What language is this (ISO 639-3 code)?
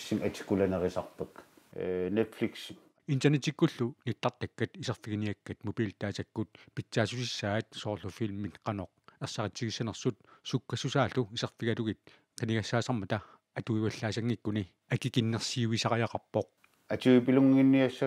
kal